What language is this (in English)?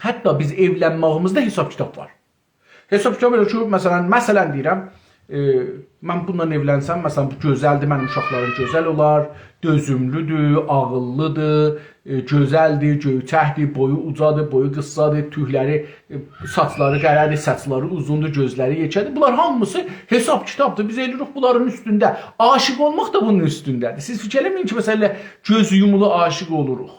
South Azerbaijani